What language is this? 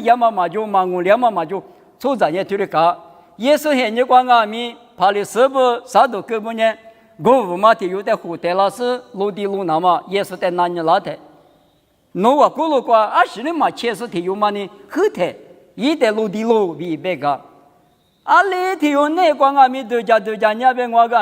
Lisu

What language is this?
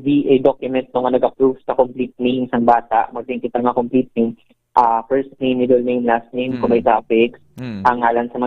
Hiligaynon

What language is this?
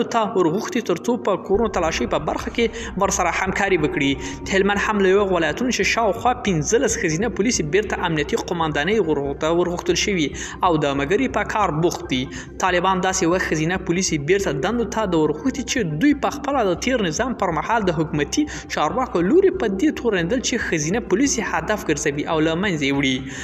Pashto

